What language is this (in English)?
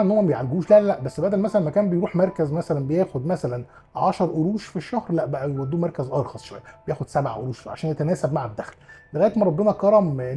Egyptian Arabic